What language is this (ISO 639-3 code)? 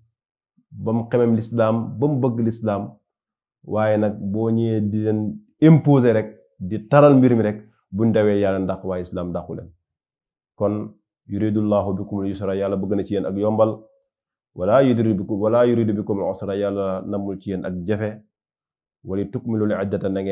wol